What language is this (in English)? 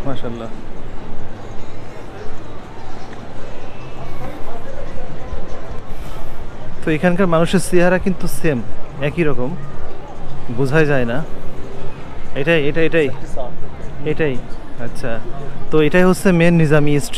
Bangla